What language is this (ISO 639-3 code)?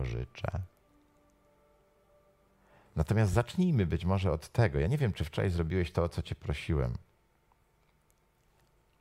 pol